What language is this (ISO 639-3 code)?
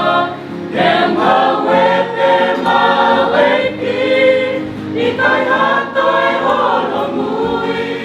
ton